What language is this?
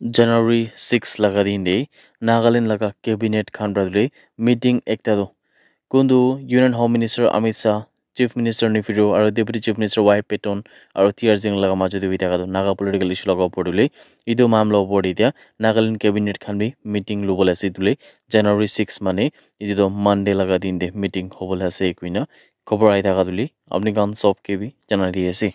Naga Pidgin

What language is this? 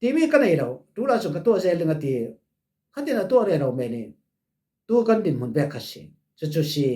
Falam Chin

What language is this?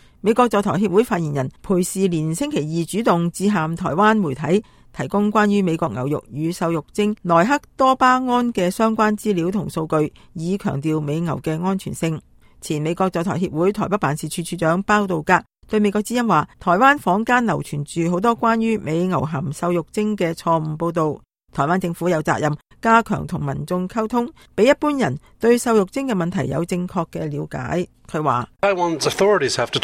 Cantonese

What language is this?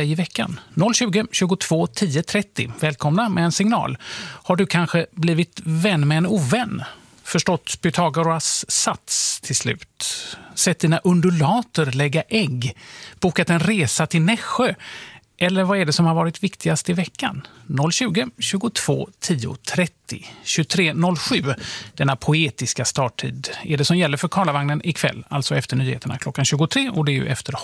Swedish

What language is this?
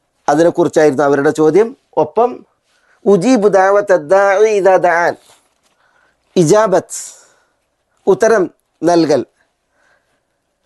Malayalam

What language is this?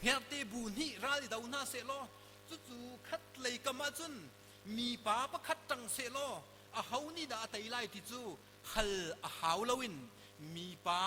Hakha Chin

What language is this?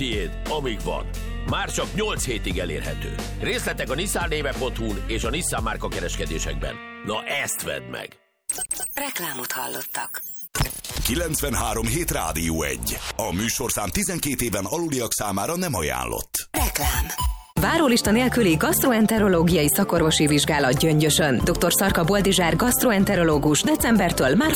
Hungarian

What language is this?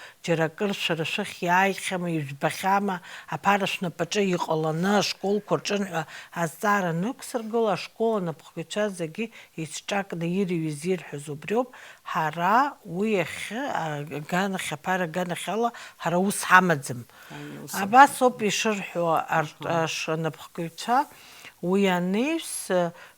Abkhazian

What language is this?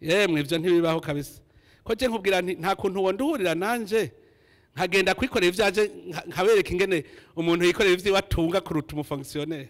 Rundi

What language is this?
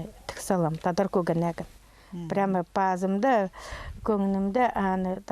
Khakas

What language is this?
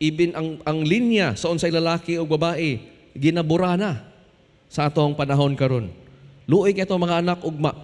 Cebuano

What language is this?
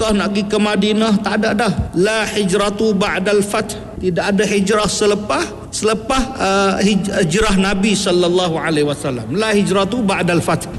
Malay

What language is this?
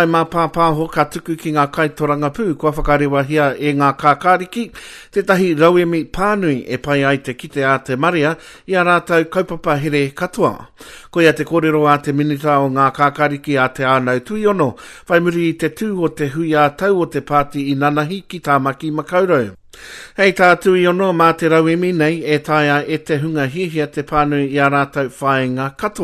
Māori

